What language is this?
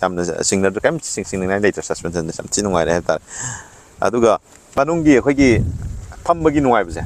Manipuri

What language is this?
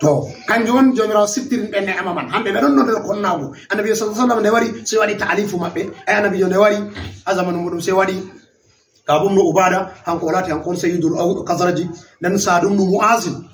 Fula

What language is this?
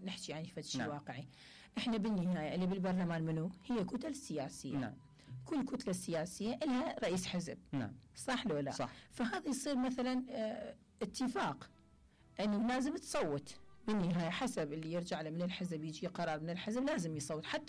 Mesopotamian Arabic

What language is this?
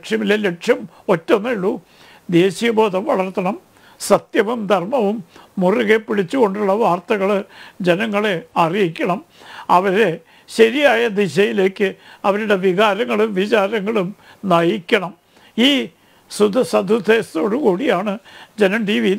Malayalam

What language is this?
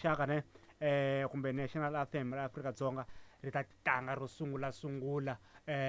Tsonga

